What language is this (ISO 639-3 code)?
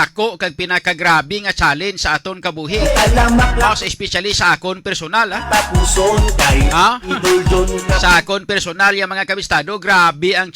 hil